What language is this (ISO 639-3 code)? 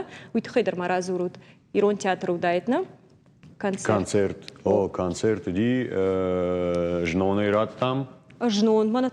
oss